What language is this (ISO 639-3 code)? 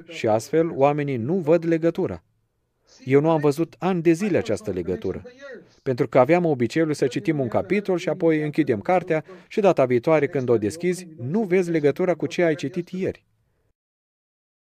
ron